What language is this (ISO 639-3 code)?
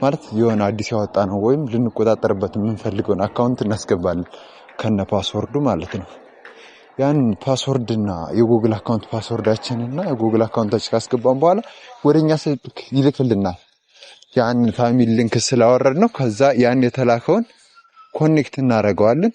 amh